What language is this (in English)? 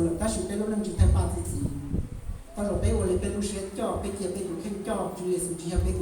Hmong